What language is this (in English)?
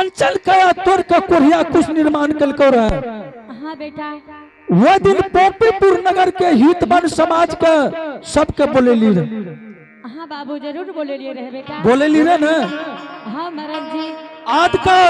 Angika